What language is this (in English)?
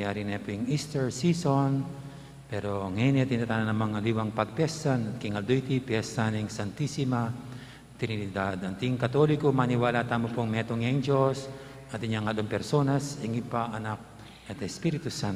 Pampanga